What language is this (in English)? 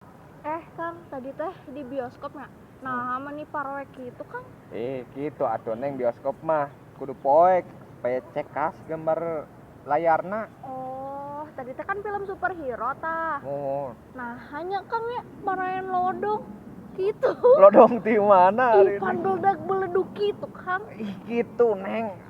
Sundanese